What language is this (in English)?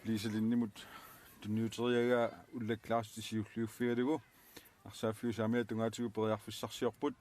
Kalaallisut